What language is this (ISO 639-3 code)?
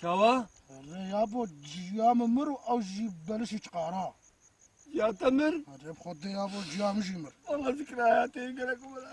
kur